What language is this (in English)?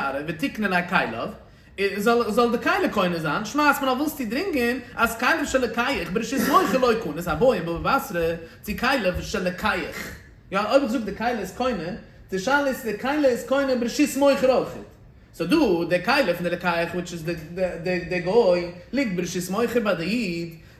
Yiddish